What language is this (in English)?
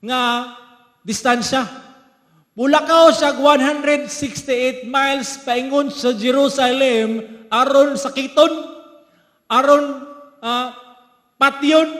Cebuano